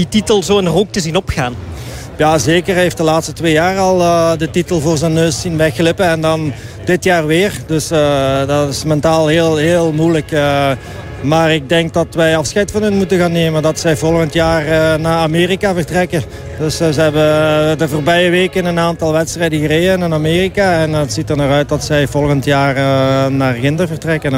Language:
Dutch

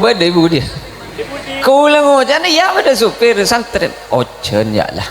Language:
Madurese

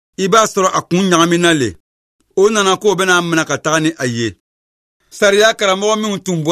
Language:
Bambara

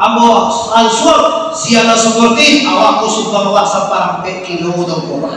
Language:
Minangkabau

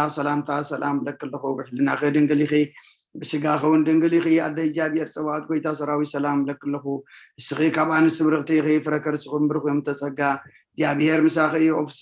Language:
Tigrinya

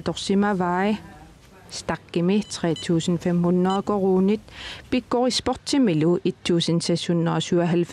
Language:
Kalaallisut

